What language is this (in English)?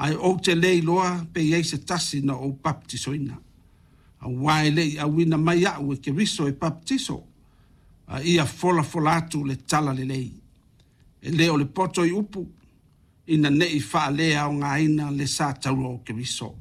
Samoan